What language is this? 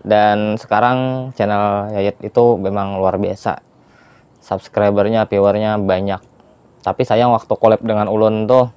Banjar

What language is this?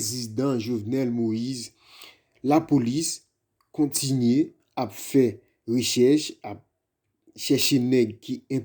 Haitian Creole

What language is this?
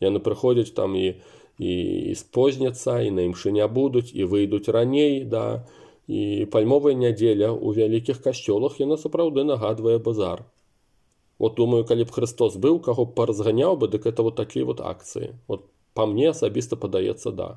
Belarusian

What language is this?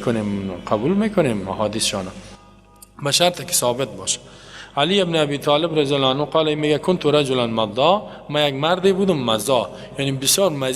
Persian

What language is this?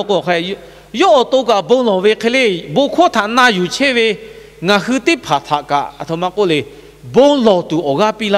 Lahu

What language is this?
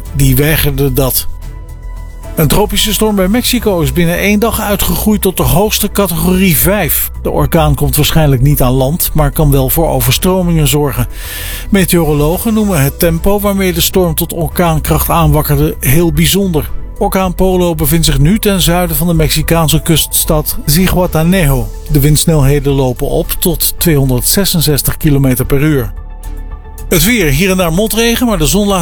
Dutch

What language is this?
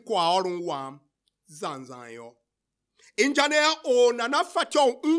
Tiv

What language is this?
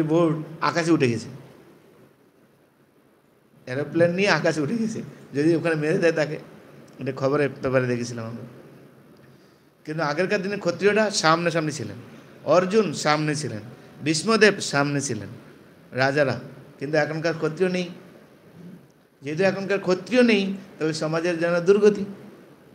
Bangla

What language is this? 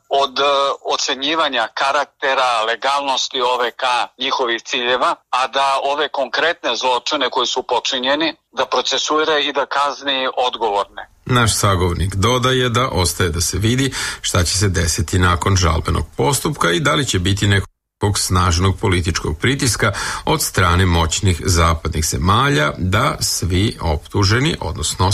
Serbian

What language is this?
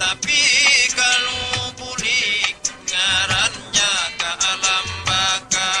Banjar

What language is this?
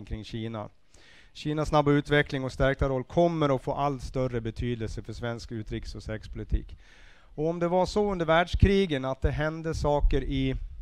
Swedish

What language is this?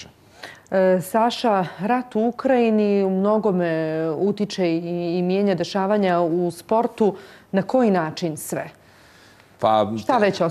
Croatian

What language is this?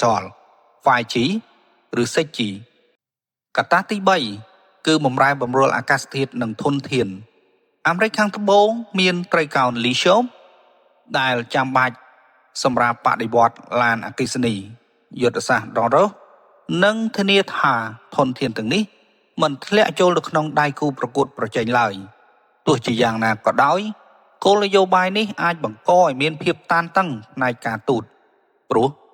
Khmer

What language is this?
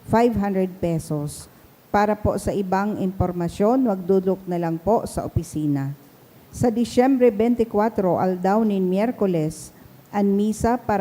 Bikol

